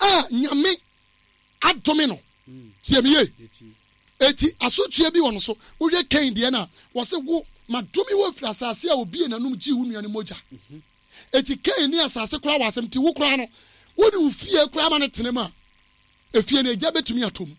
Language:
Akan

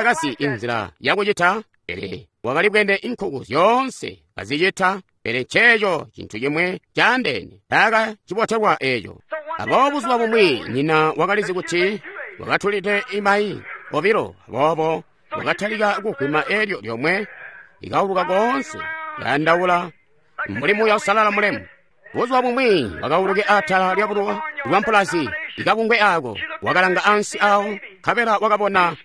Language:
Tonga (Zambia)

